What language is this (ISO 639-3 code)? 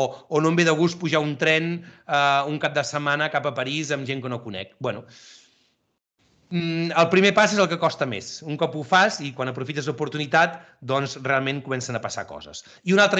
cat